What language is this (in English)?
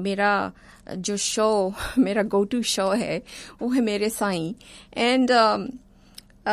Hindi